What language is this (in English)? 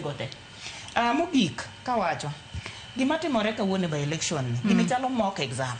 Luo (Kenya and Tanzania)